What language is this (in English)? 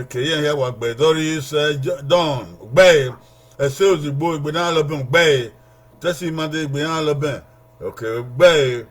Bini